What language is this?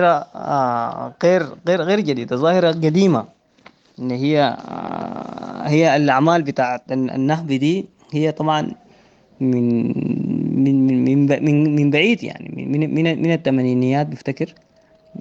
Sudanese Arabic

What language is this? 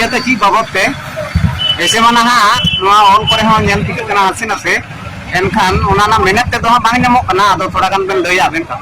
Santali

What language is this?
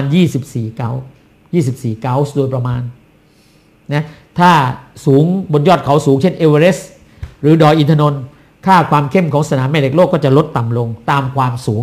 Thai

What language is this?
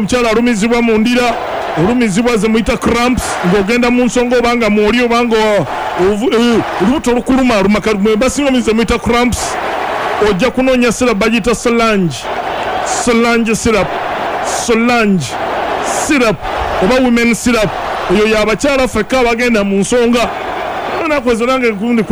Ganda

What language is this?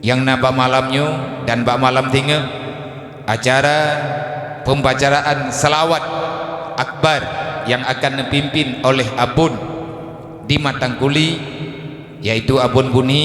Achinese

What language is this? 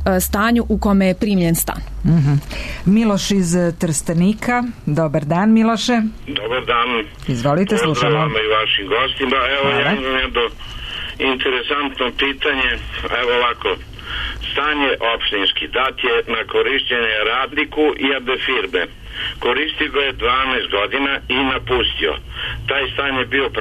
Serbian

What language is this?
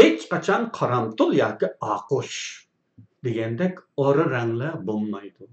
Uyghur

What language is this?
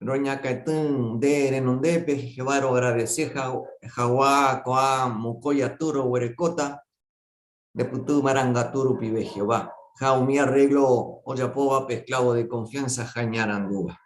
Guarani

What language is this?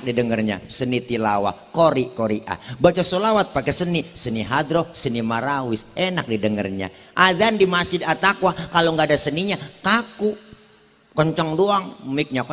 Betawi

